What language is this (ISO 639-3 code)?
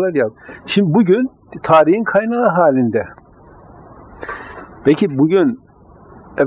tur